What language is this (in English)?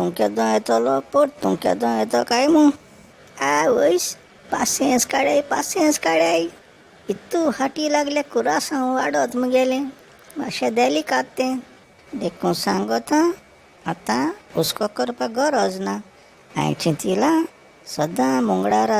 Konkani